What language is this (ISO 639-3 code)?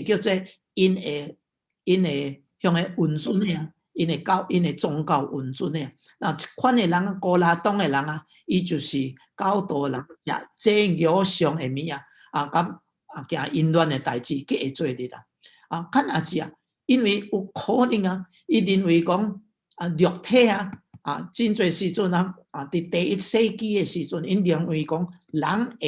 nan